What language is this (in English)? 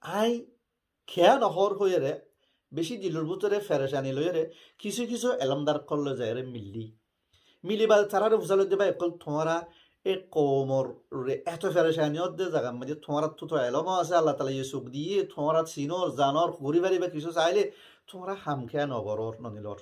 Rohingya